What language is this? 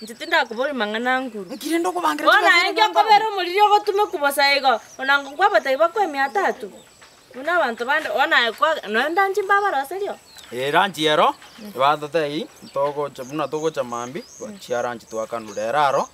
Gusii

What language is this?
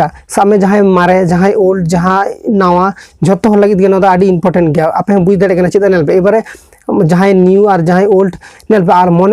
Santali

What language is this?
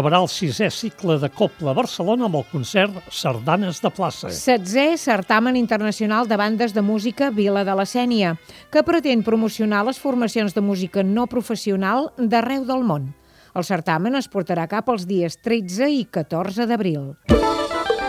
Catalan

